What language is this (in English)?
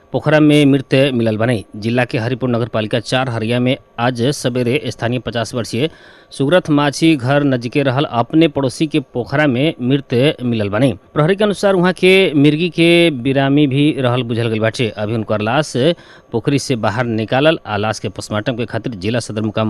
Bhojpuri